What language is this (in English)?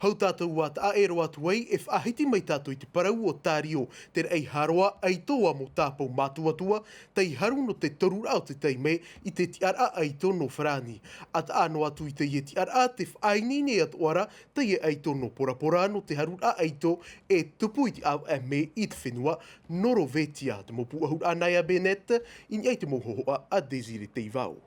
Tahitian